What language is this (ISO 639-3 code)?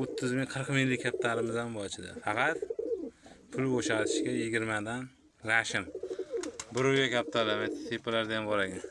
uzb